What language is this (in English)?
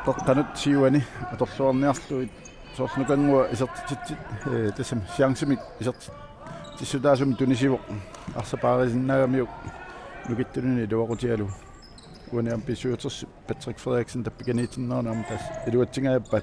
Kalaallisut